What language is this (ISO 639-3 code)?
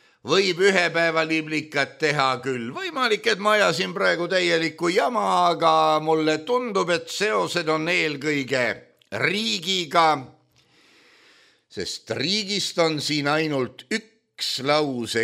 est